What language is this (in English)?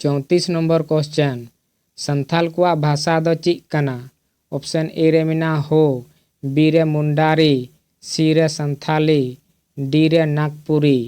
Santali